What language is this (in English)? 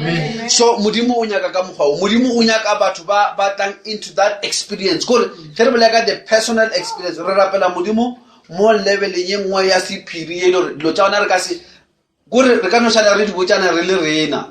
Northern Sotho